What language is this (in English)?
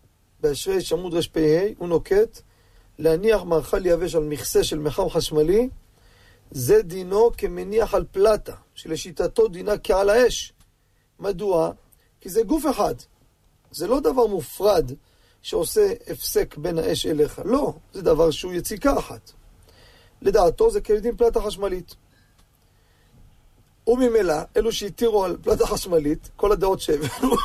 Hebrew